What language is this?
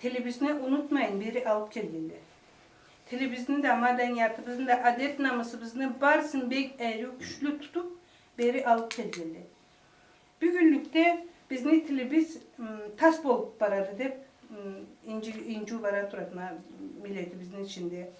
Karachay-Balkar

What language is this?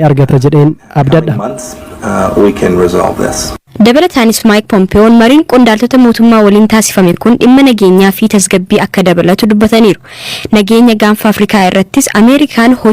Oromo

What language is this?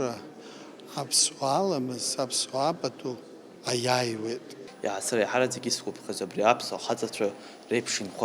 Abkhazian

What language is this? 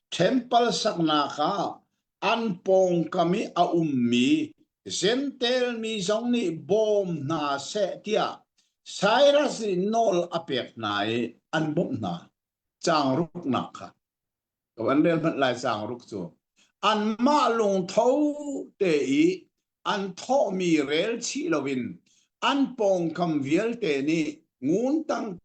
Hakha Chin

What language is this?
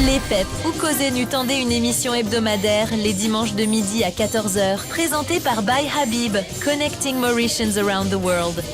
Morisyen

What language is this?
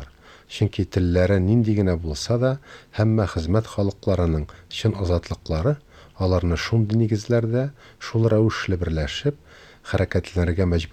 Tatar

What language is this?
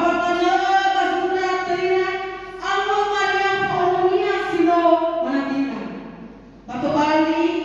Nias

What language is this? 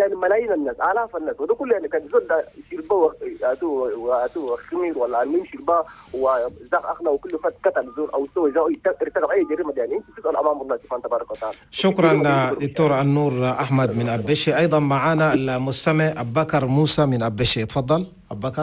Chadian Arabic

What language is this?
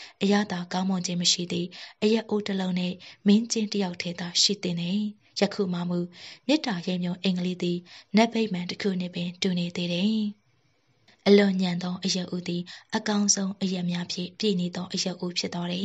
Burmese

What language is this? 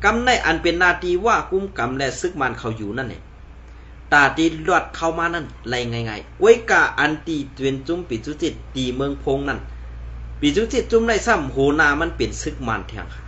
Shan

